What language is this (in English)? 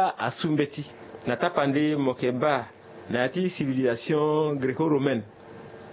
Sango